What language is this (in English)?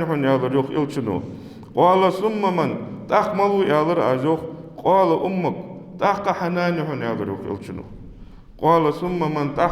Ingush